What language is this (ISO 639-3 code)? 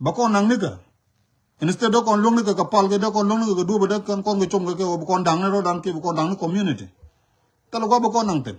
nus